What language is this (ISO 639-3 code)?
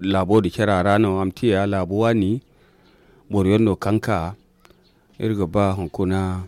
dje